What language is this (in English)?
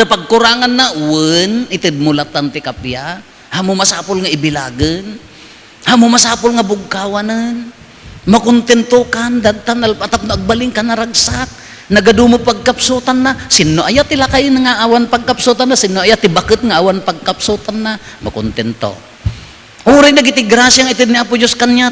Iloko